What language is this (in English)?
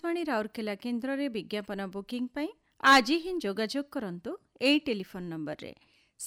Odia